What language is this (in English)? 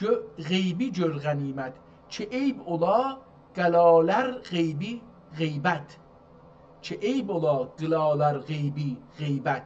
South Azerbaijani